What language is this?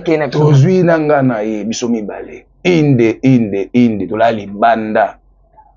Lingala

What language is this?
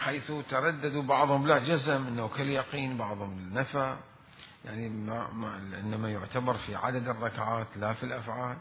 Mesopotamian Arabic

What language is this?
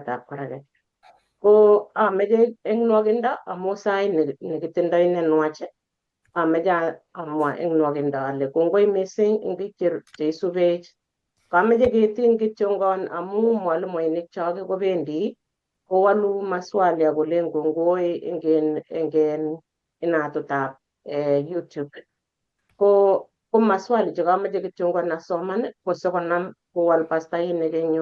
Kalenjin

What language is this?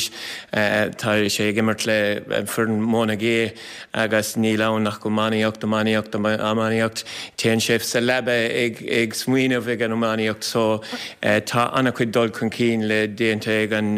Irish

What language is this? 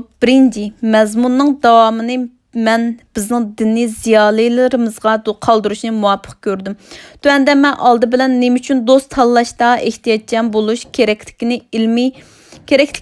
Uyghur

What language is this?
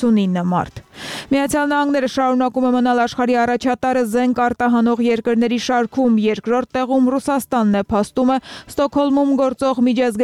Armenian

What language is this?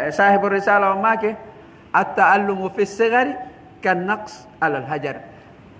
Pular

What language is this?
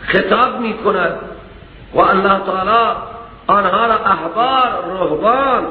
Persian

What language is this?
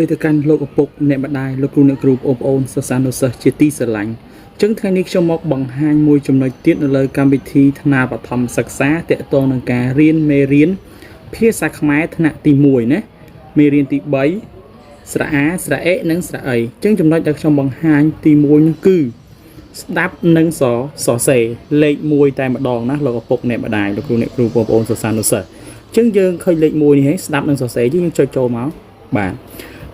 Khmer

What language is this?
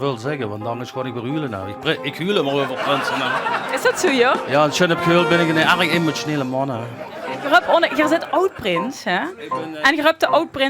Limburgish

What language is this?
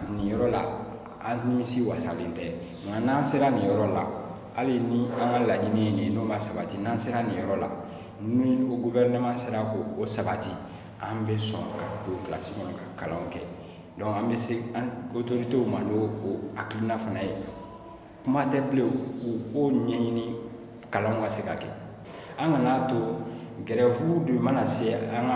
Bambara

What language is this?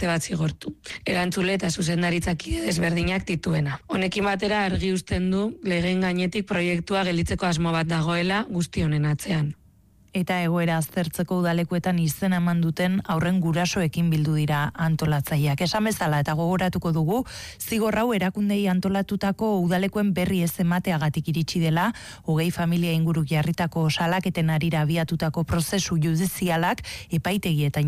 Basque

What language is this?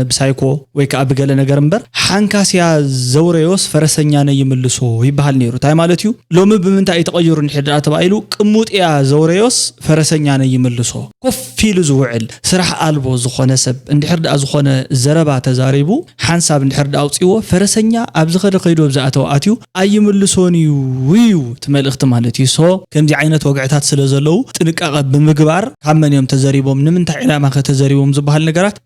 Tigrinya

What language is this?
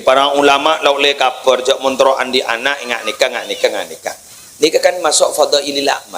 Madurese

